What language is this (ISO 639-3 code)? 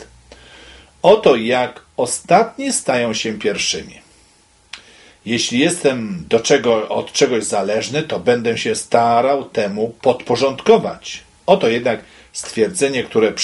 pol